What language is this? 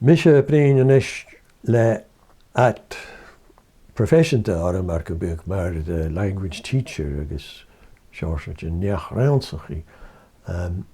Scottish Gaelic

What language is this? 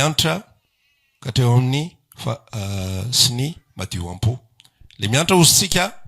Malagasy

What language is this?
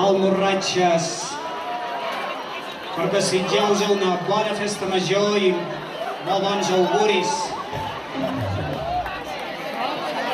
Catalan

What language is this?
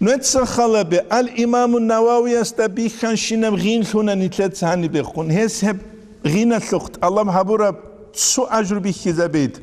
Avaric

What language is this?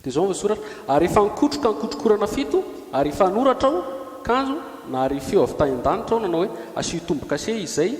Malagasy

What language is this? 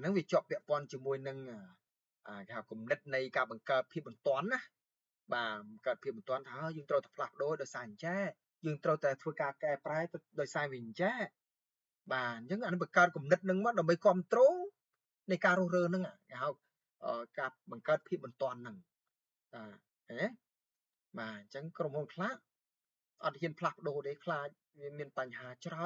Khmer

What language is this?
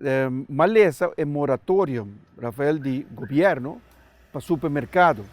Papiamento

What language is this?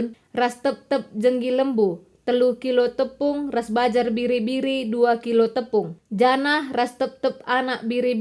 Batak Karo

